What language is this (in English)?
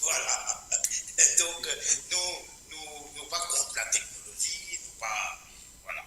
Morisyen